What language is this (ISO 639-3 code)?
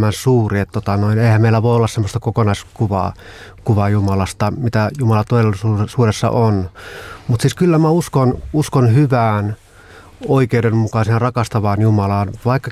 fin